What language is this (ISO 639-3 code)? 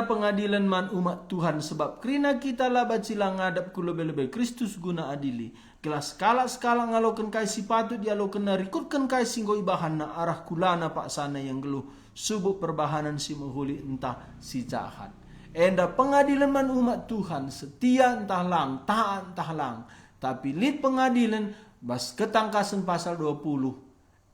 btx